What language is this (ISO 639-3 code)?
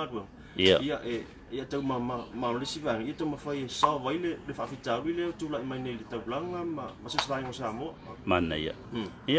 smo